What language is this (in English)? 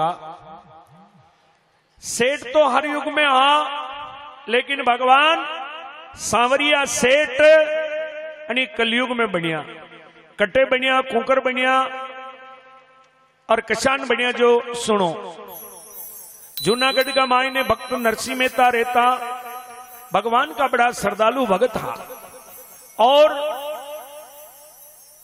Hindi